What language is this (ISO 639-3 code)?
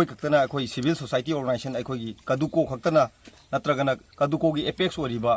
mni